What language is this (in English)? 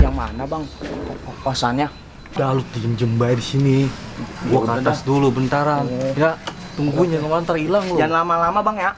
Betawi